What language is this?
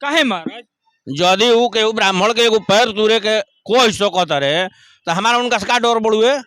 Bhojpuri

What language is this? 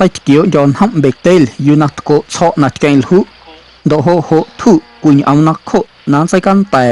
Guerrero Amuzgo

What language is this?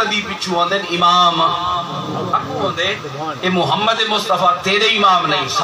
Saraiki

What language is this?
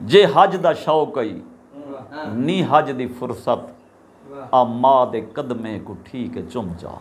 Saraiki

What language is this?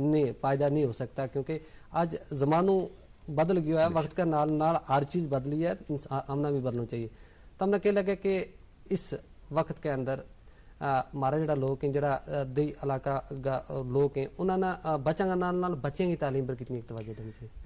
Gujari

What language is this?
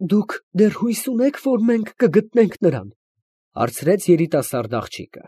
Armenian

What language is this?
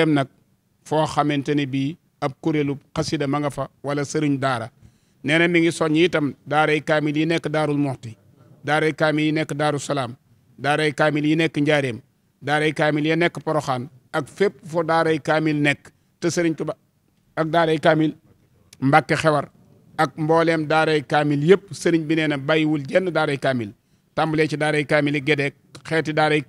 Wolof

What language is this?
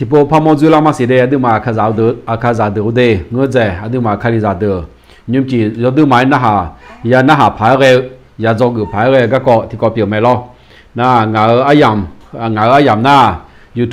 Akha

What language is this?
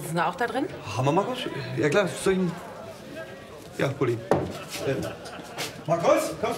German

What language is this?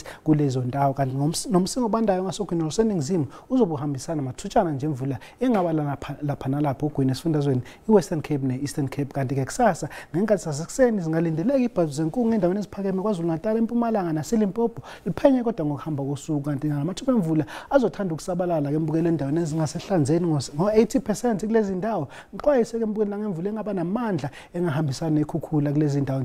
Zulu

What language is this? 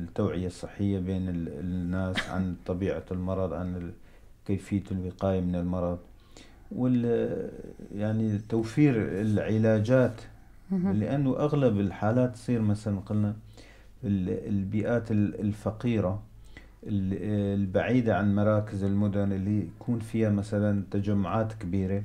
North Levantine Arabic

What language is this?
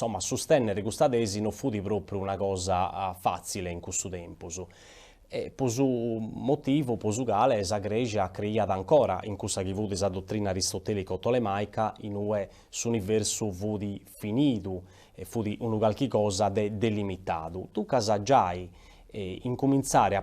Sardinian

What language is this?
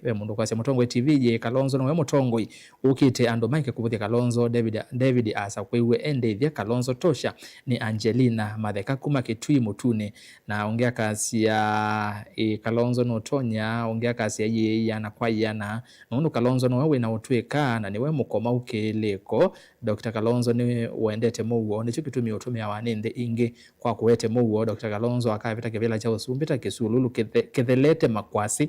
Kamba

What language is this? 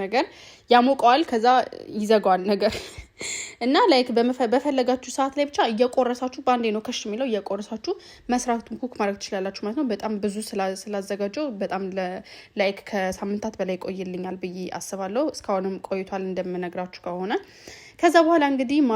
Amharic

